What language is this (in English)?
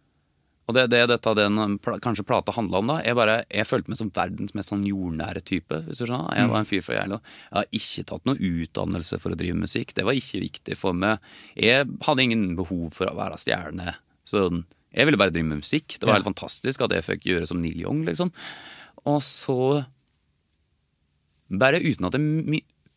Norwegian